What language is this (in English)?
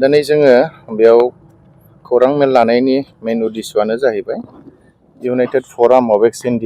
Bodo